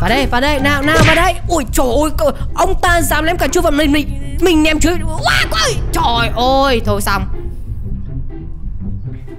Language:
Vietnamese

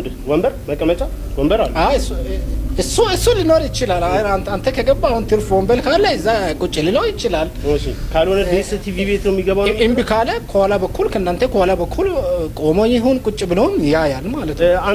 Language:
Amharic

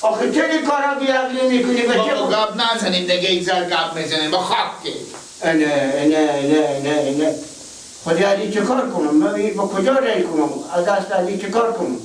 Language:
Persian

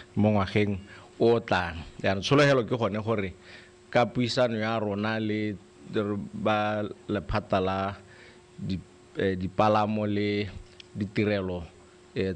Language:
Tswana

